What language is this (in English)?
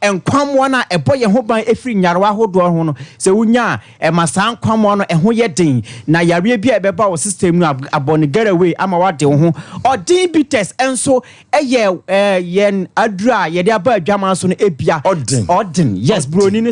Akan